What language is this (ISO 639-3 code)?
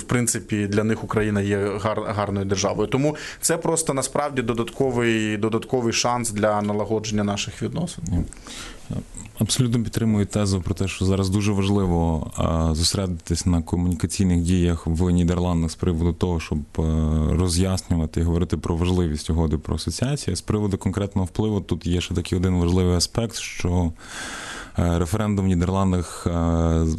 ukr